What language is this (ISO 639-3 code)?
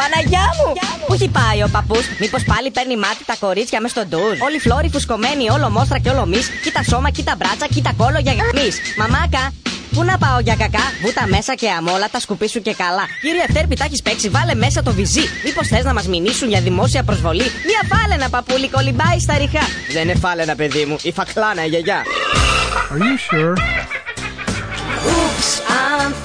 ell